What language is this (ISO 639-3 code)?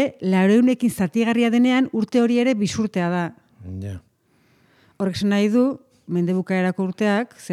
eus